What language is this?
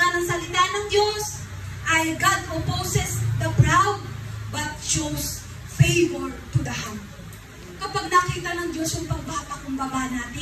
Filipino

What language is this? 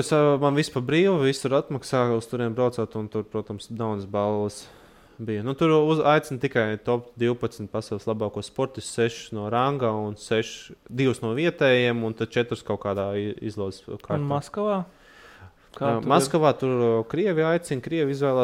Latvian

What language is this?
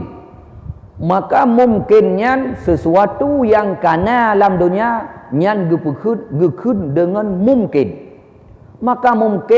Achinese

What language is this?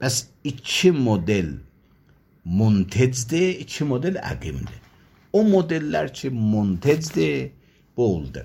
Azerbaijani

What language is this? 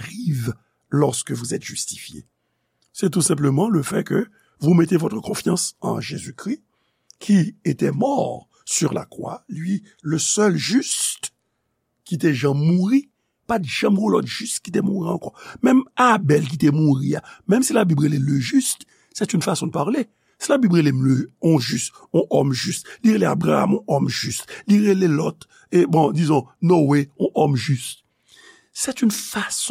Haitian Creole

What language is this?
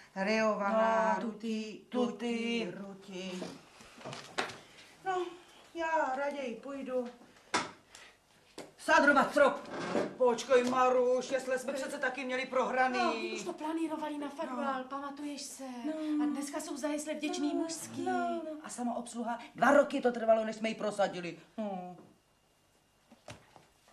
Czech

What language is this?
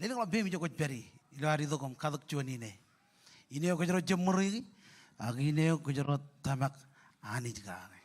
Marshallese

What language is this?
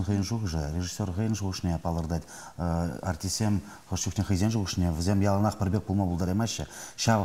Chuvash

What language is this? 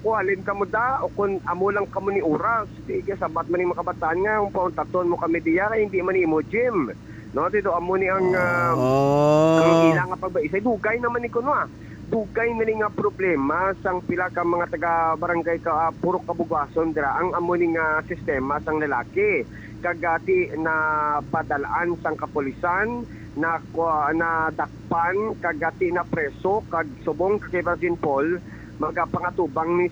Hiligaynon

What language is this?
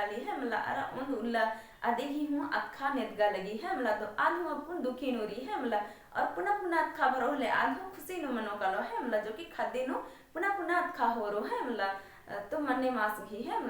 Kurukh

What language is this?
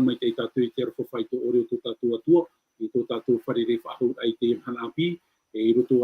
Tahitian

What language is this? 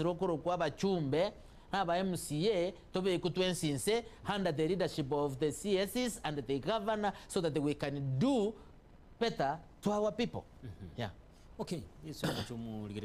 Gusii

